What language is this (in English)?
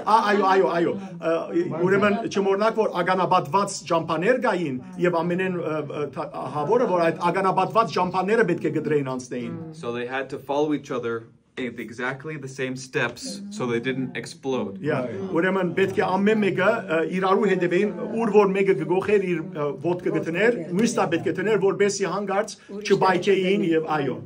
Western Armenian